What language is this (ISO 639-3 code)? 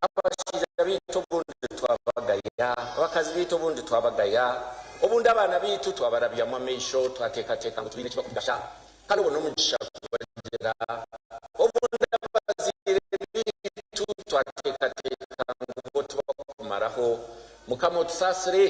nyn